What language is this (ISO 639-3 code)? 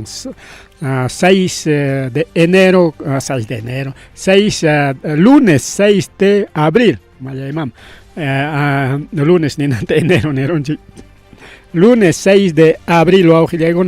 quy